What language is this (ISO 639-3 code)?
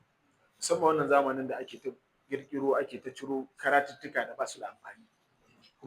hau